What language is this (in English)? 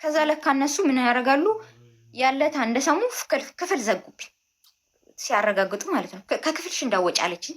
Amharic